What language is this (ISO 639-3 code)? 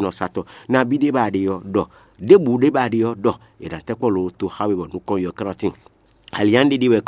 fon